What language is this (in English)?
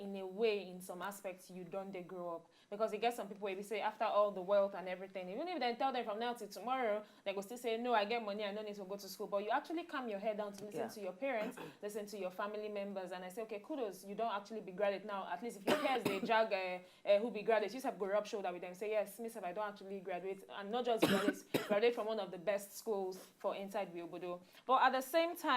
Nigerian Pidgin